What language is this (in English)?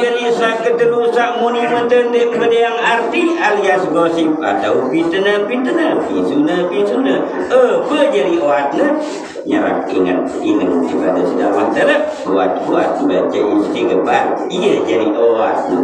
Sasak